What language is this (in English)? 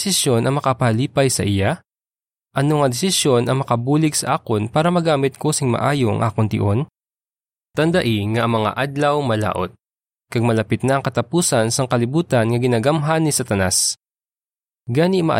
Hiligaynon